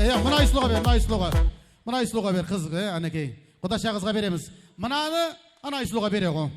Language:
Kara-Kalpak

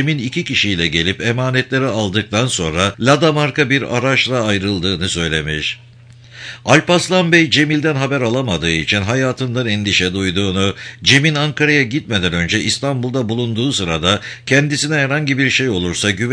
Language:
Turkish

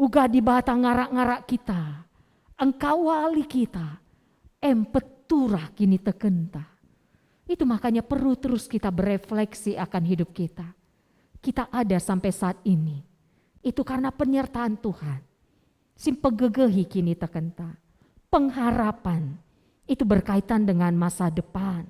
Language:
Batak Karo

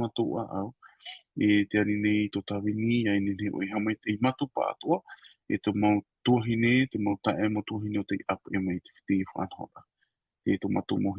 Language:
Tahitian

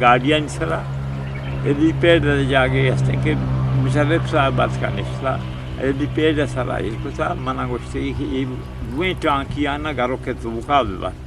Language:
Eastern Balochi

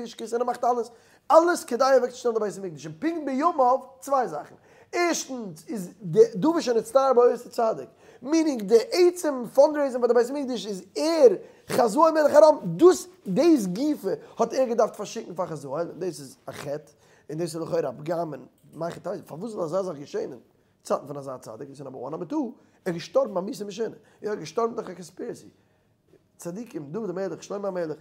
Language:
Yiddish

